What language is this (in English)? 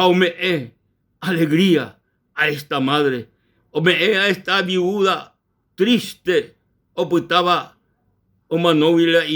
Guarani